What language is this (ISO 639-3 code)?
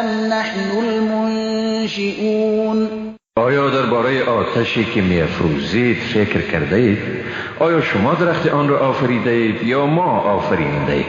fas